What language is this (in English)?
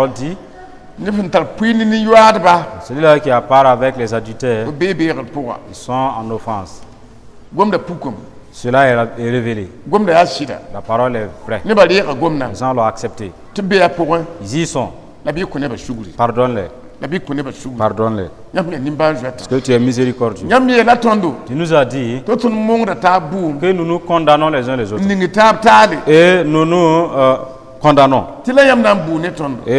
Mossi